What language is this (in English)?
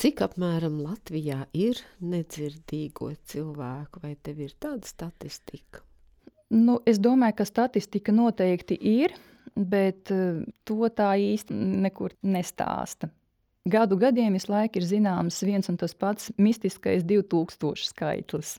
Latvian